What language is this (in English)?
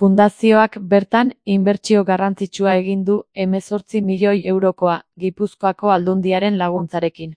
Basque